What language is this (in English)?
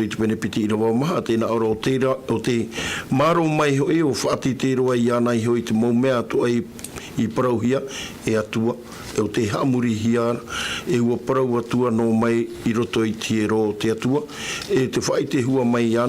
Tahitian